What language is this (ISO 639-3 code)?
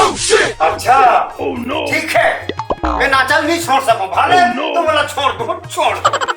hne